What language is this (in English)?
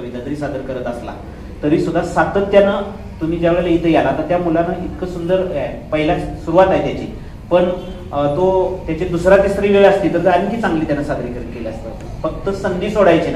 Marathi